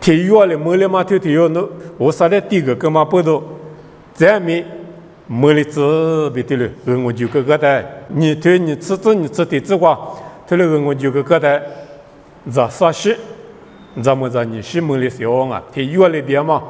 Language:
Lisu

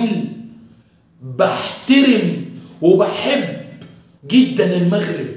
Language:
Egyptian Arabic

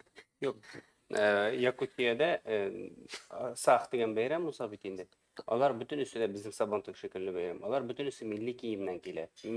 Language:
Tatar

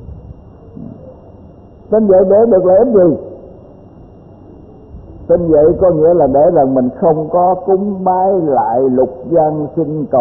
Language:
Vietnamese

